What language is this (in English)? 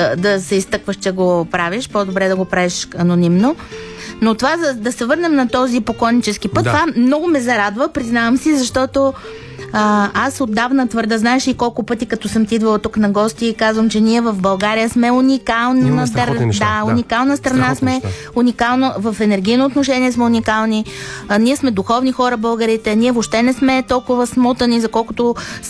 Bulgarian